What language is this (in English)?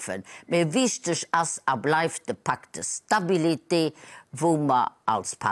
Luxembourgish